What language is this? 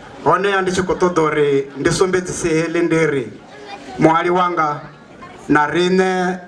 Venda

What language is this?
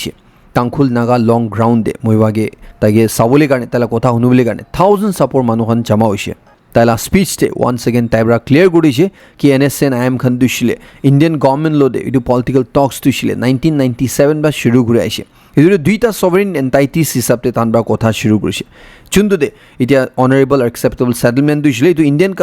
Naga Pidgin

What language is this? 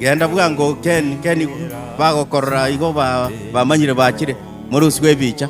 Gusii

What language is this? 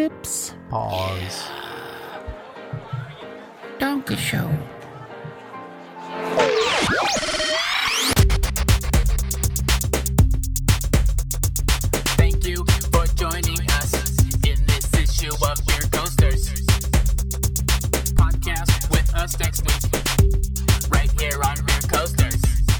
English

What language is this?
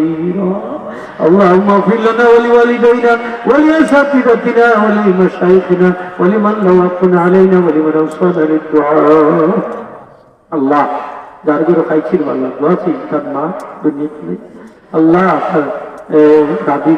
Sylheti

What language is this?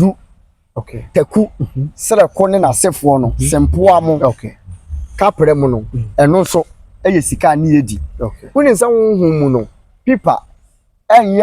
Akan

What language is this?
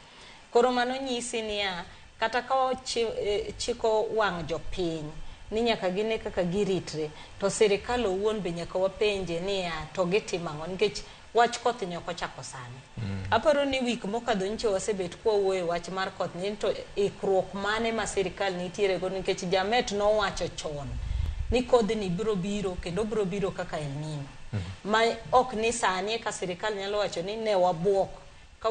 Luo (Kenya and Tanzania)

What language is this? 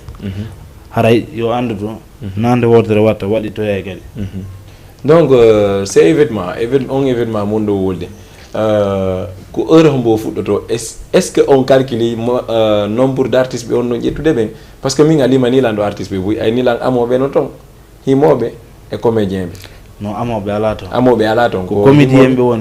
Fula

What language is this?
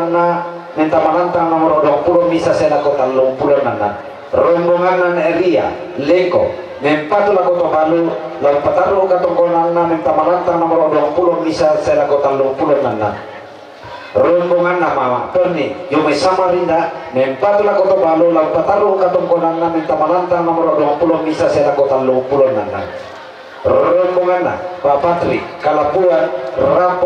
Toraja-Sa'dan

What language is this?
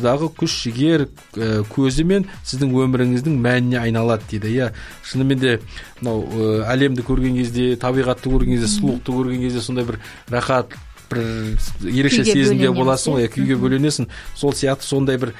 Kazakh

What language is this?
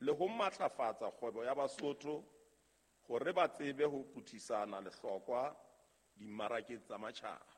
Southern Sotho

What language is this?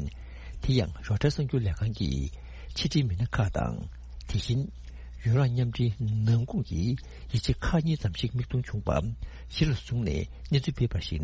Tibetan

